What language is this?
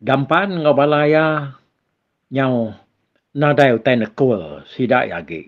Iban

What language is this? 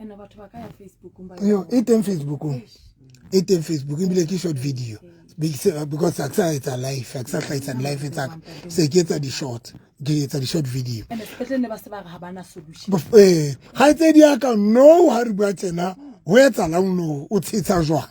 Southern Sotho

